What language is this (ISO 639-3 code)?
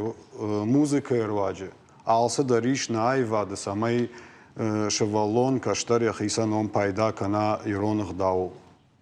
oss